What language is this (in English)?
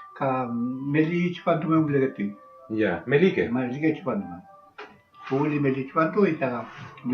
Mapuche